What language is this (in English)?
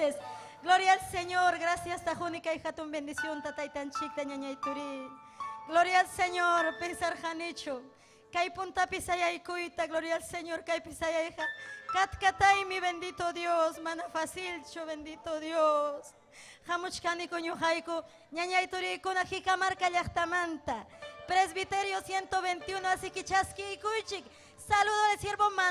Ayacucho Quechua